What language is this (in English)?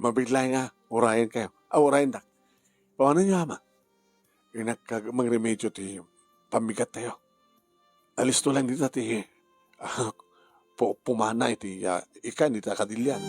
Iloko